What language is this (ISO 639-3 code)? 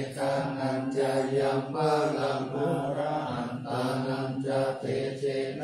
pli